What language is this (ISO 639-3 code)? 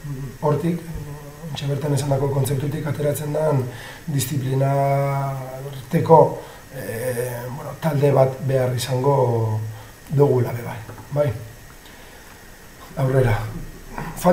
eus